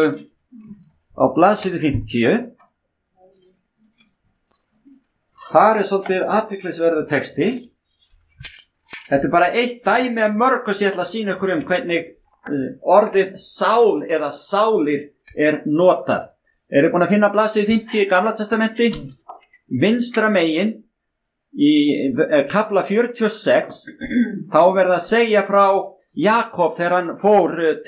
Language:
Icelandic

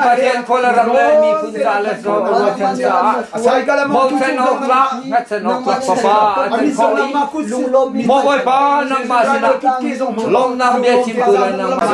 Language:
Hakha Chin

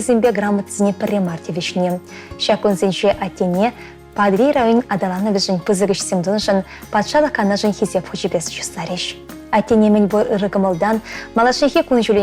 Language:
Chuvash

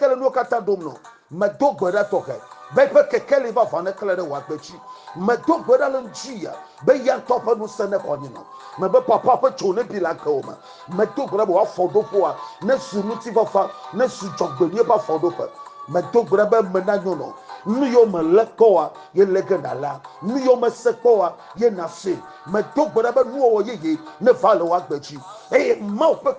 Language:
Ewe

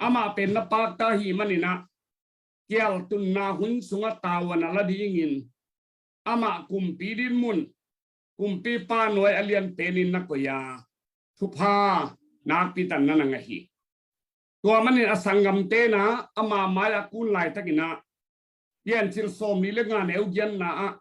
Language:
Tedim Chin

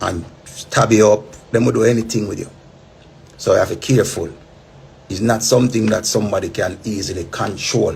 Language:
Jamaican Creole English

